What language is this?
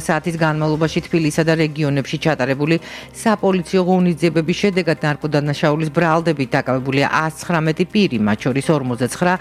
Georgian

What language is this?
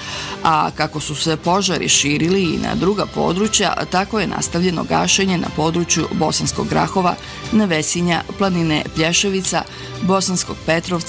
Bosnian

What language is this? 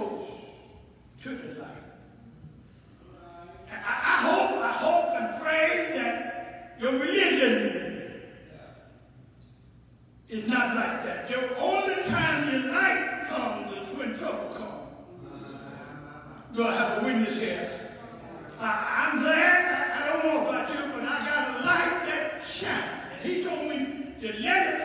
English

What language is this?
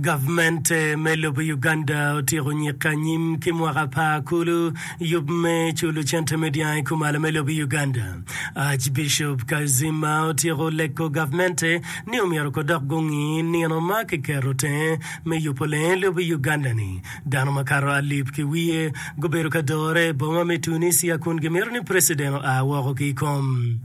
Acoli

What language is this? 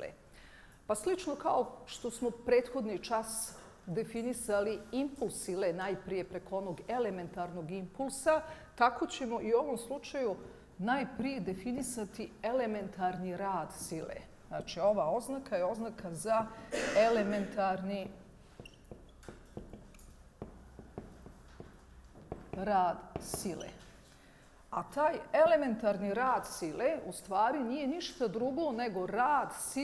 Bosnian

